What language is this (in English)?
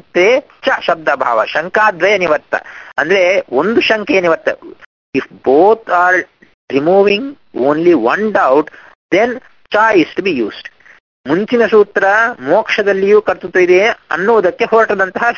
Kannada